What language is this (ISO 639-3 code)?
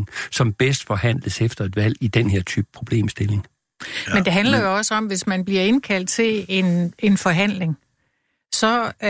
dan